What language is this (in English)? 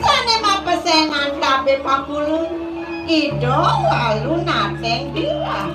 Balinese